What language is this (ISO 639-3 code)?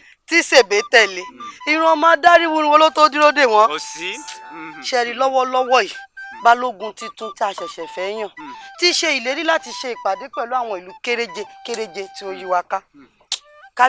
yor